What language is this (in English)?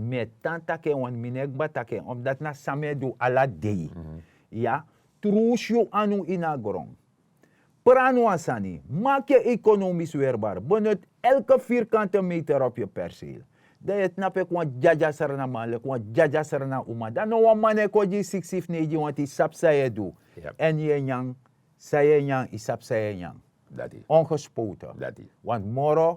Sranan Tongo